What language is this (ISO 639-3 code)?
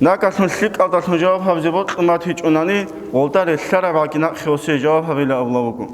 ava